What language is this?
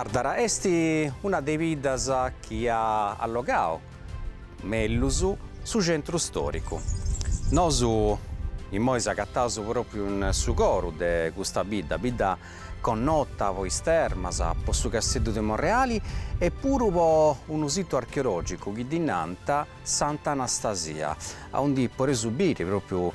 Sardinian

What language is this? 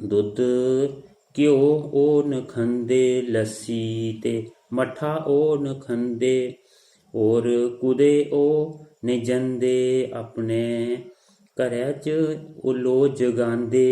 Dogri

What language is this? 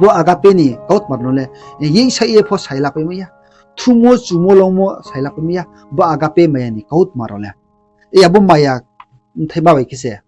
Riang (India)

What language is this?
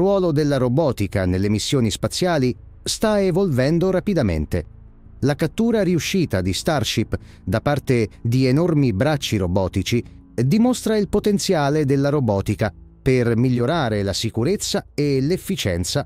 Italian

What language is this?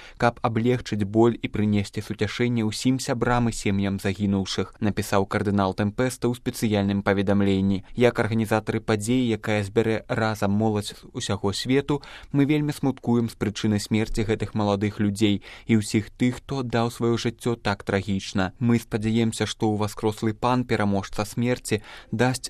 Belarusian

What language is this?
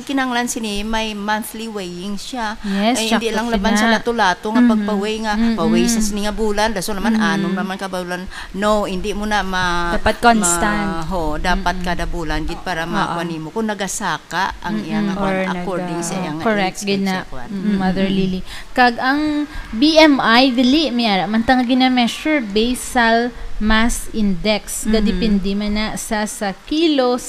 Hiligaynon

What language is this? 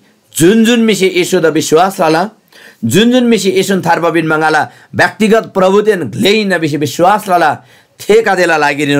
Eastern Tamang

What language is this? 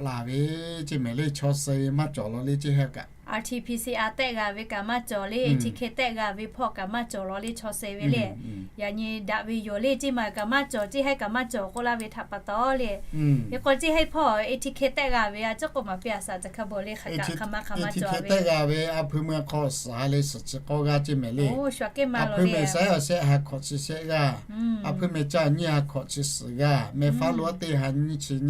Lahu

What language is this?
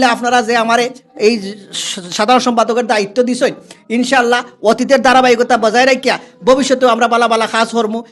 Sylheti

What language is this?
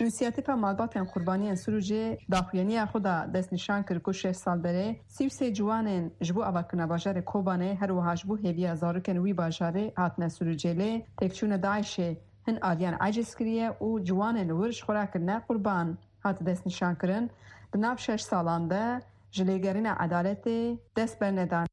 Kurdish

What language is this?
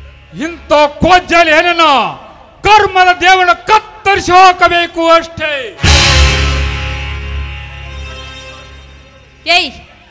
Kannada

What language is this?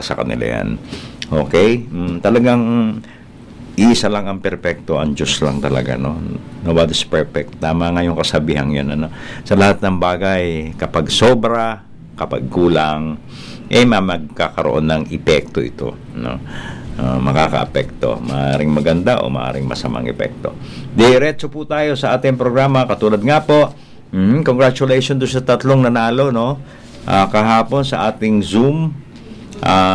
Filipino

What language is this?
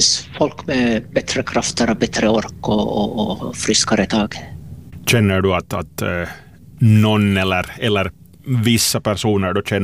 Swedish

